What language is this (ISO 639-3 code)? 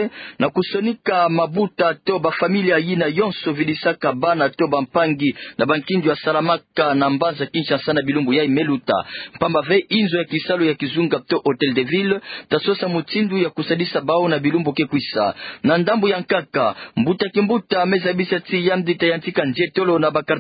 ktu